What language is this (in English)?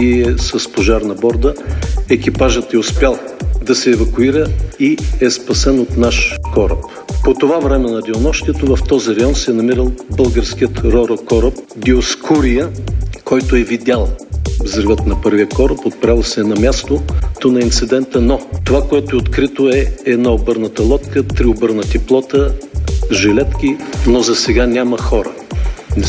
Bulgarian